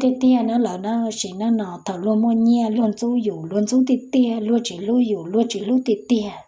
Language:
Hmong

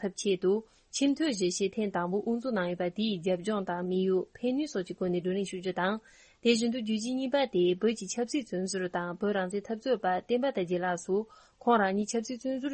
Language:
Tibetan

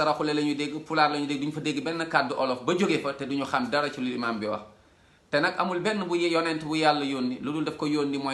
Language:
Wolof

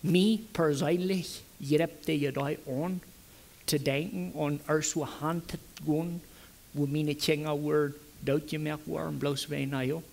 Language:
Plautdietsch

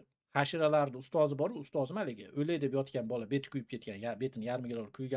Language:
Uzbek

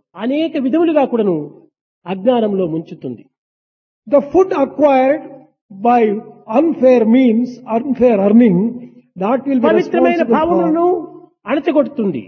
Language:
Telugu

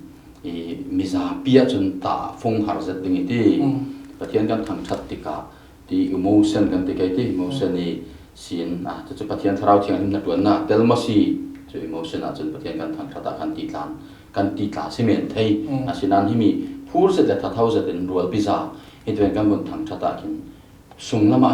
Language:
Falam Chin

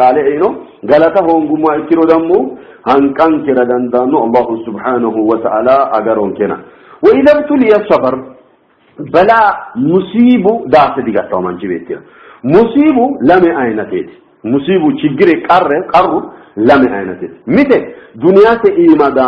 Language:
Sidamo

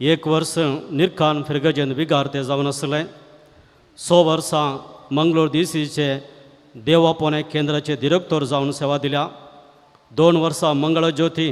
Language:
Konkani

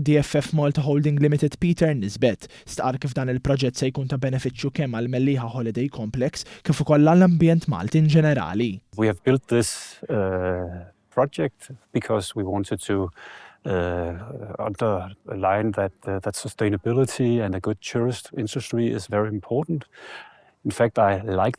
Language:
Maltese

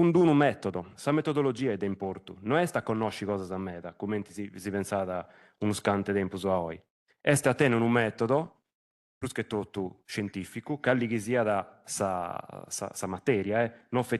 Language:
Sardinian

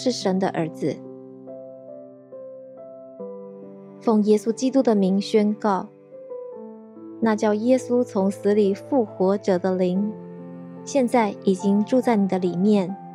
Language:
Chinese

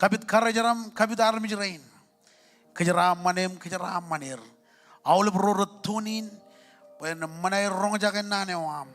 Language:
Marshallese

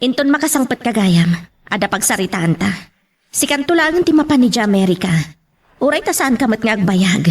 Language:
Iloko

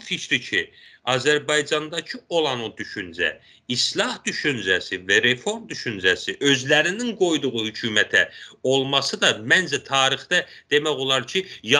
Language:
South Azerbaijani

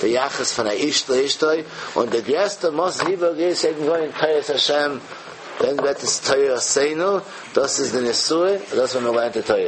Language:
Yiddish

